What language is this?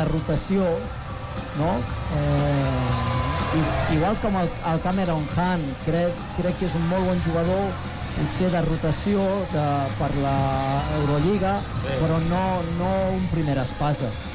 Catalan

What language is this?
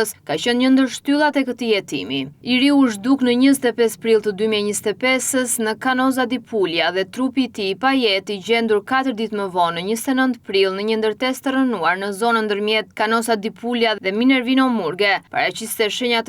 Albanian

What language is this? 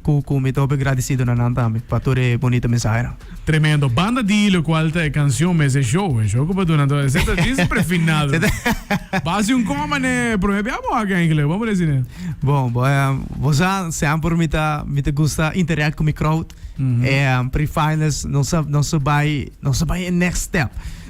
Papiamento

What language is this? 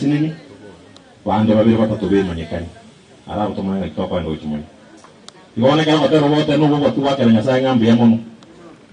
Gusii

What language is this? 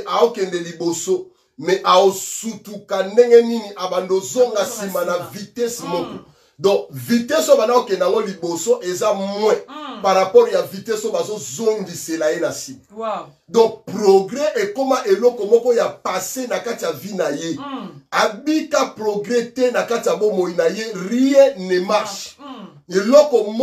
Lingala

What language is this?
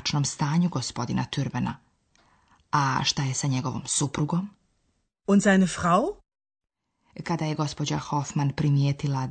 Bosnian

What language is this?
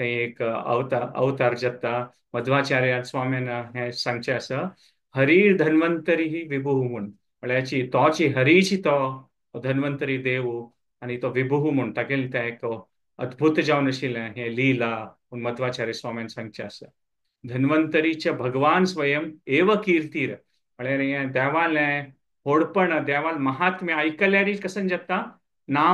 Konkani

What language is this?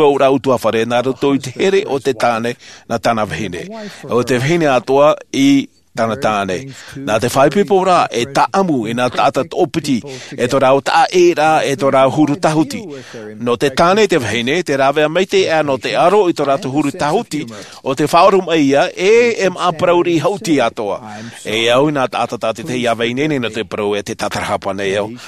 Tahitian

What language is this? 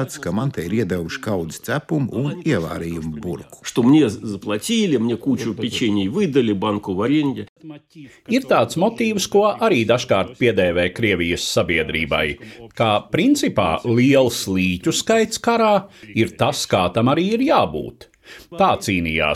Latvian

